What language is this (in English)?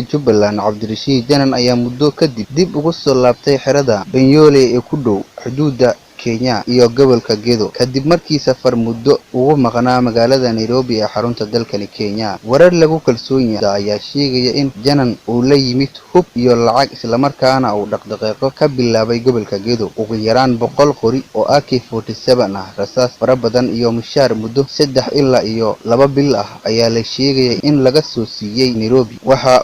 Somali